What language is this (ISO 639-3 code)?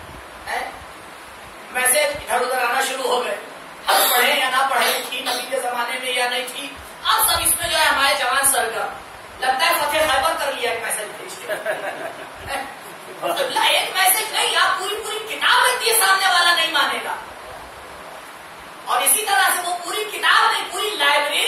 urd